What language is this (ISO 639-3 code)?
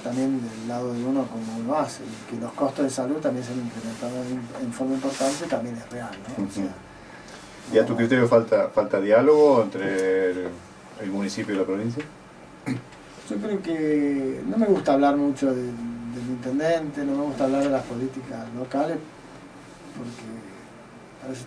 spa